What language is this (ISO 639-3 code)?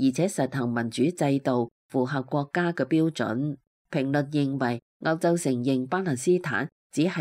yue